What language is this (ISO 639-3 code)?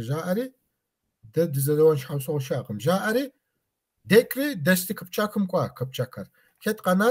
kbd